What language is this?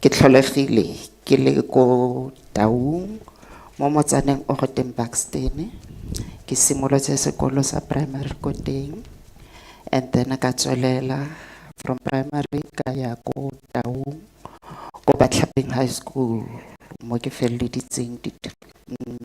Tswana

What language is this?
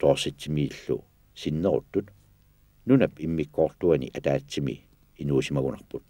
Kalaallisut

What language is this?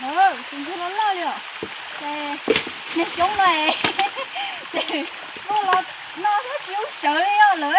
Hmong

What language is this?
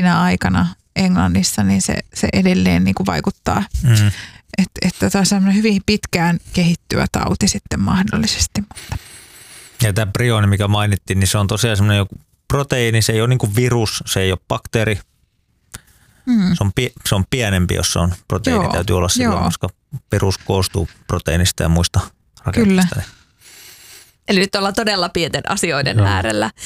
Finnish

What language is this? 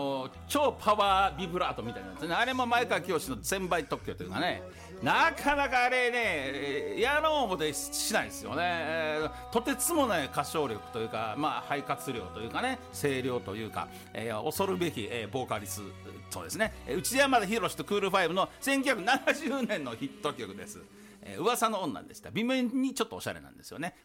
Japanese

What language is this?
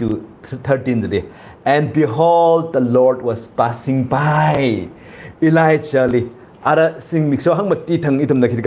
Tangkhul Naga (India)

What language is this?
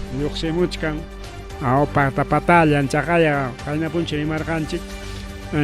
Ayacucho Quechua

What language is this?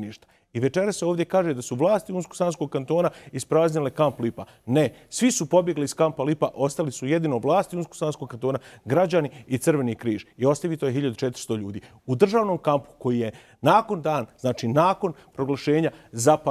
Bosnian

